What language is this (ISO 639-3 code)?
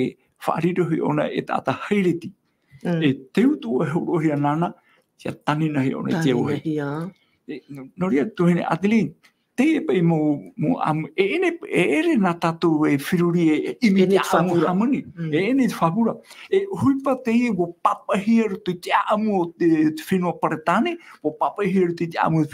tah